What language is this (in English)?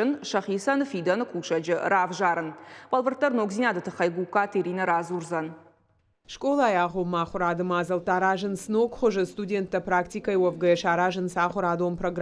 Ossetic